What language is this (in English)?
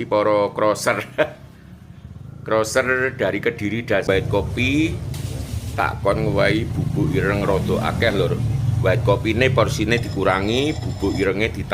Javanese